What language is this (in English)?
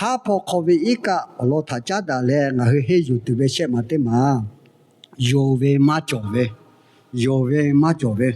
Lahu